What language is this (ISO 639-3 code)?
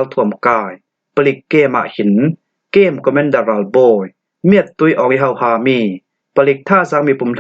cfm